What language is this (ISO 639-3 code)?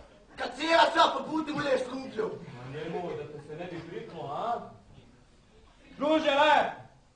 bos